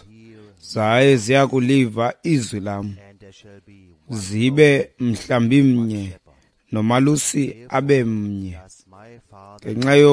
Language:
Xhosa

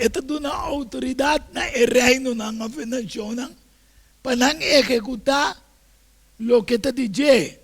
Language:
Papiamento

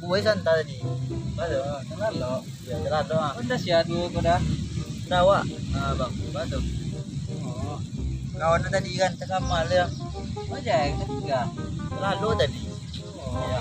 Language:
Minangkabau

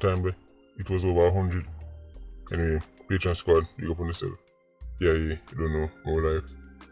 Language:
Jamaican Creole English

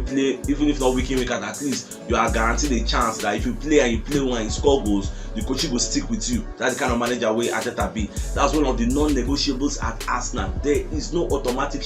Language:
Nigerian Pidgin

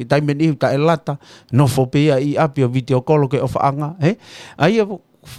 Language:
Tongan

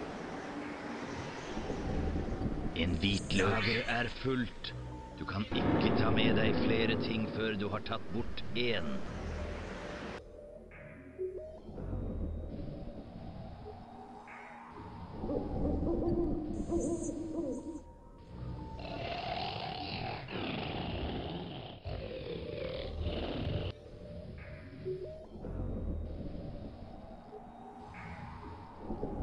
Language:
Norwegian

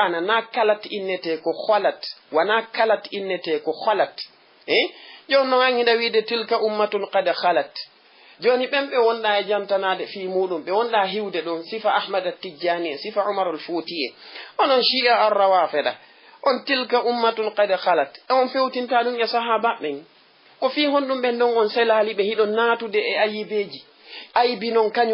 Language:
Fula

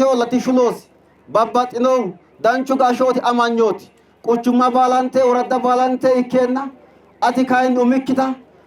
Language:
Sidamo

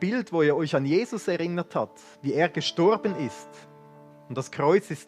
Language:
Swiss German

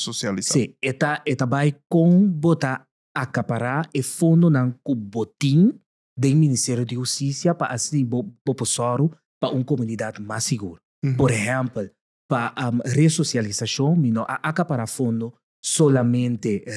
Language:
Papiamento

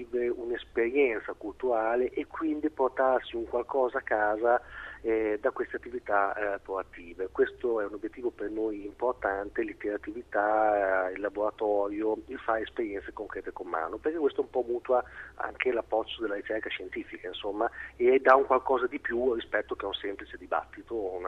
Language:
Italian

